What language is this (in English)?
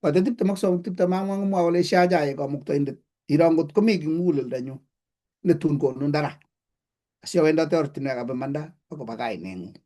Kalenjin